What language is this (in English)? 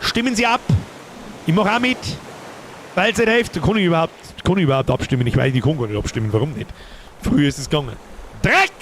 Bavarian